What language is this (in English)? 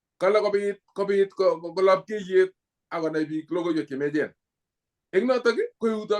Kalenjin